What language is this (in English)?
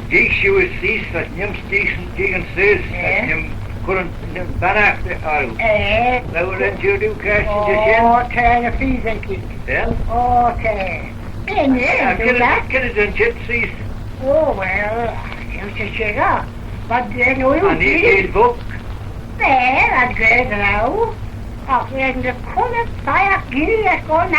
Manx